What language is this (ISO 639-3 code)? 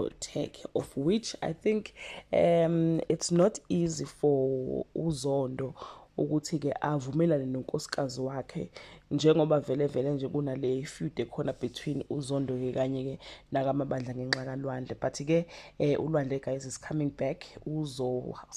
zul